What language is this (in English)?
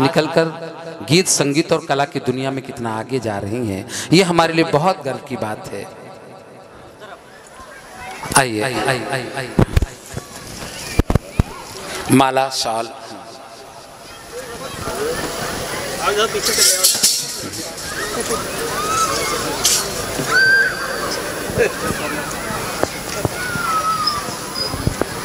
Hindi